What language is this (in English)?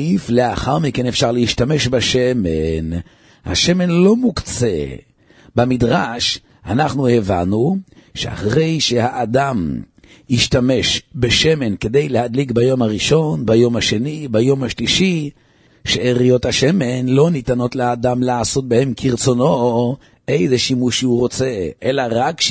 Hebrew